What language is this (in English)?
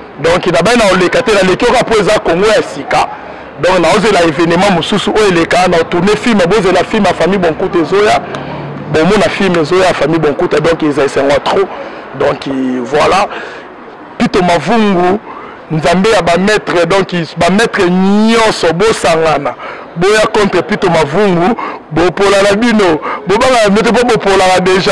Lingala